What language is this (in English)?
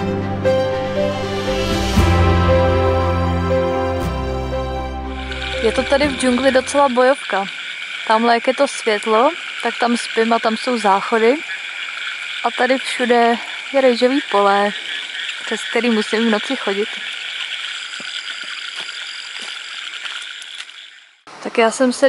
Czech